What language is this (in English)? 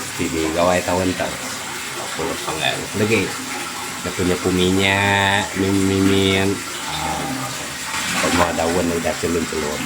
Iban